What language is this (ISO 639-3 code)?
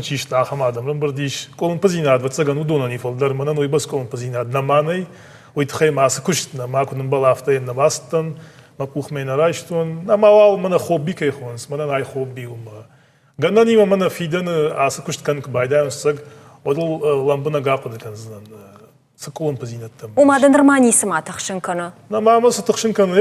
oss